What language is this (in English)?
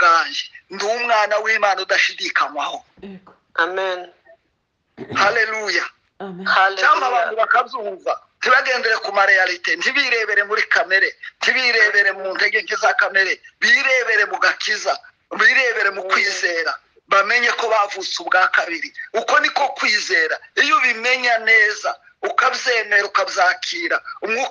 Kinyarwanda